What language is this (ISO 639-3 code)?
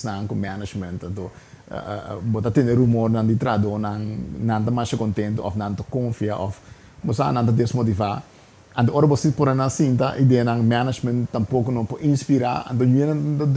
pap